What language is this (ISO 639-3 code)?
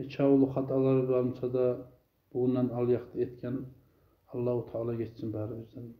kum